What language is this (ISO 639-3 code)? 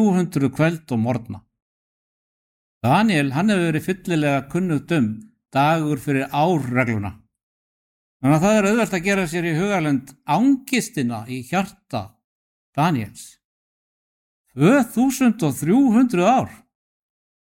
isl